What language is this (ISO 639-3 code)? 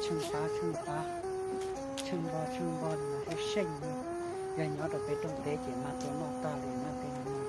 hmn